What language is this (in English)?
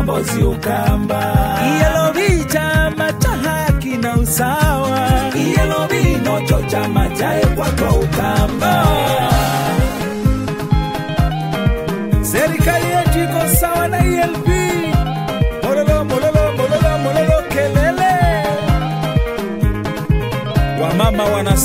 Swahili